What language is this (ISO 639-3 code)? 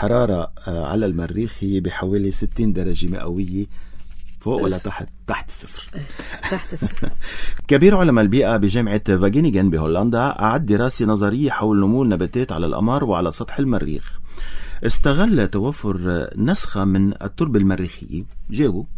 apc